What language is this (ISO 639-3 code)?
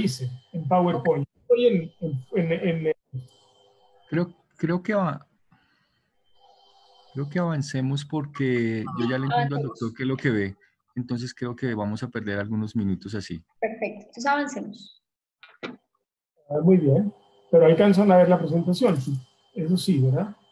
spa